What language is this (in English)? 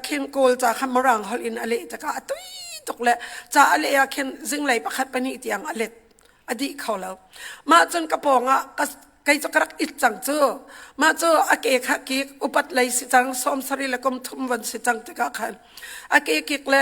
Hakha Chin